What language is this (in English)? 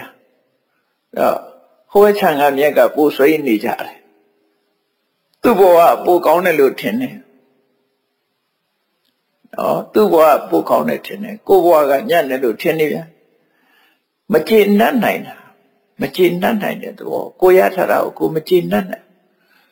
Burmese